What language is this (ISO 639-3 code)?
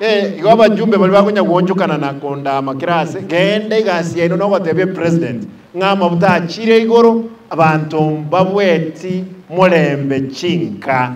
guz